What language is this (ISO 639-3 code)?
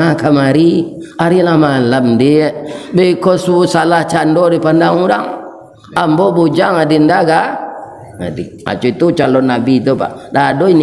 min